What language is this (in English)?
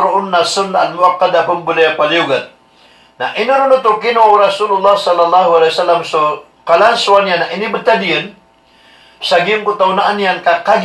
Maranao